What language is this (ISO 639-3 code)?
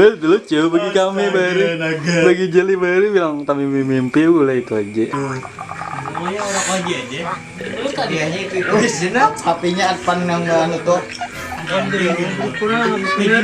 bjn